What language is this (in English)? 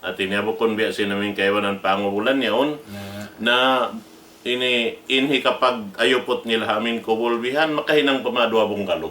Tausug